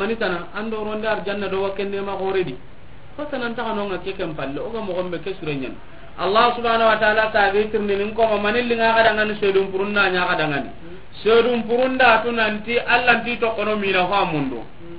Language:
Soninke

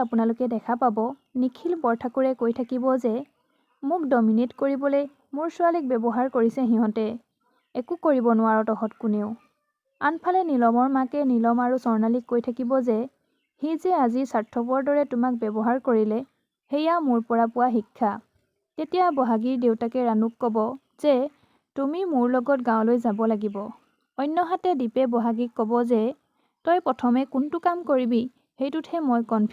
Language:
Assamese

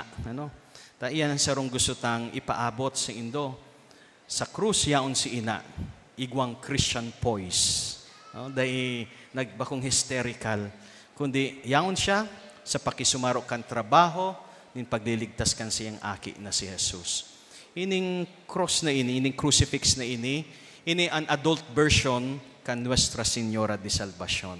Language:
Bikol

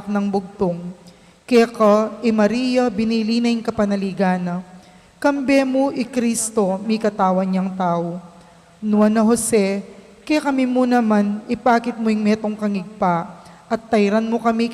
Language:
Pampanga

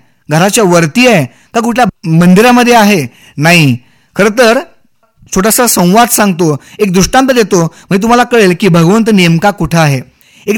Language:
Marathi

